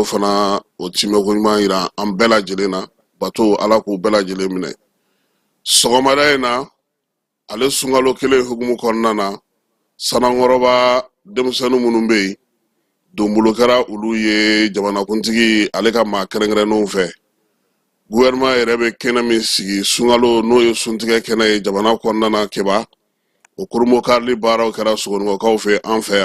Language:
Bambara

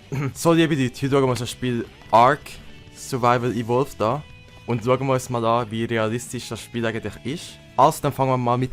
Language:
Swiss German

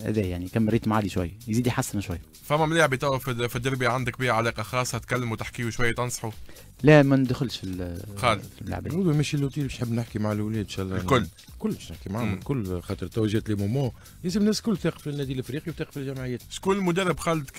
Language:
Tunisian Arabic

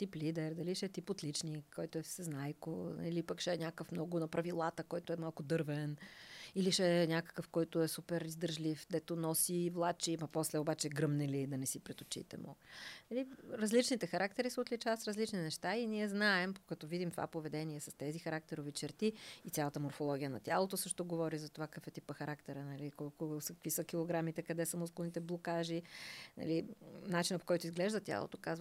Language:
Bulgarian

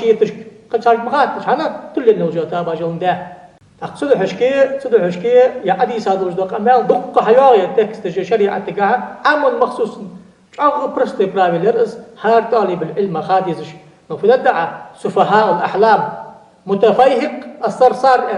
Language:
Ingush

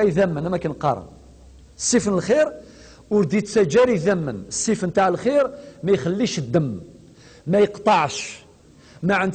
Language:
Kabyle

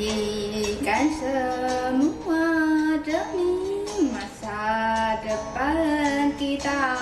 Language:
Ambonese Malay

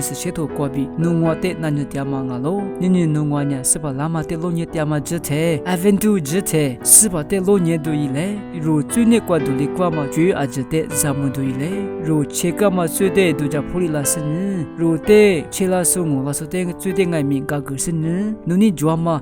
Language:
Lisu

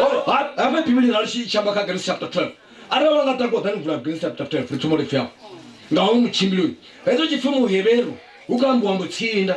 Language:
Venda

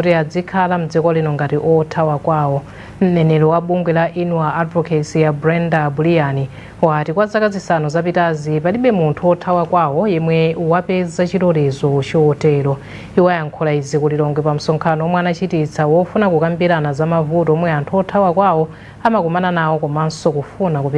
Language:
Nyanja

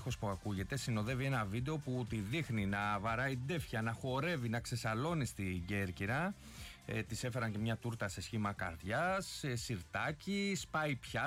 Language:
Greek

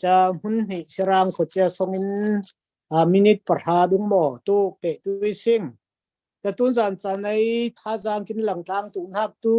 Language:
Falam Chin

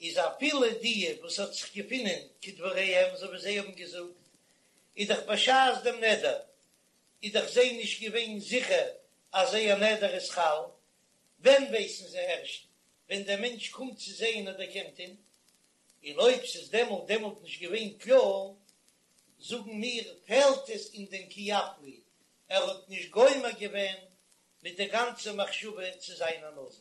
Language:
Yiddish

